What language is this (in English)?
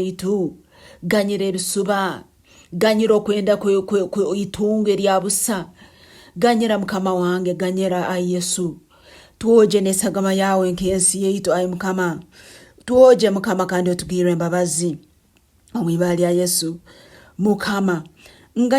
Nyankole